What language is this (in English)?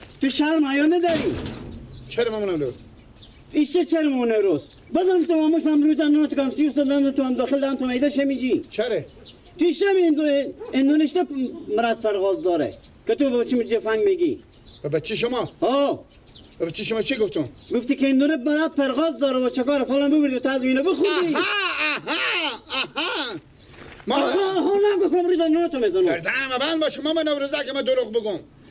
Persian